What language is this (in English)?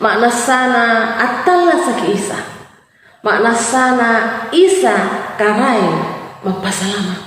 Makasar